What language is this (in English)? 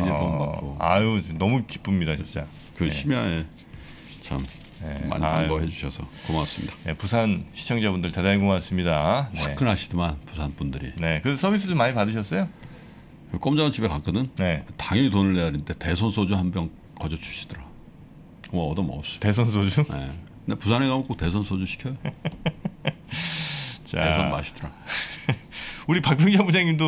Korean